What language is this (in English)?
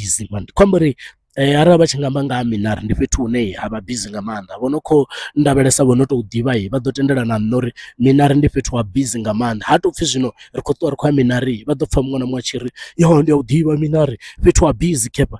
Venda